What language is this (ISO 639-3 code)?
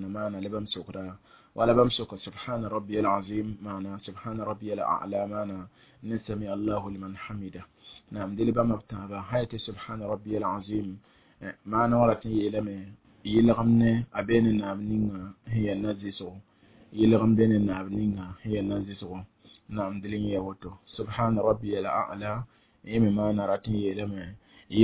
mos